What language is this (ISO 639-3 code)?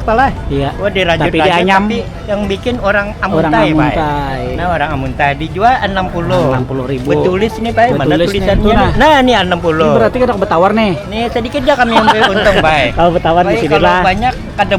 bjn